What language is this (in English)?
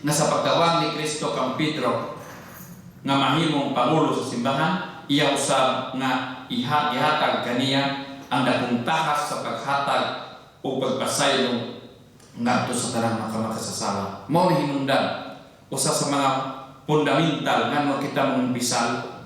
Cebuano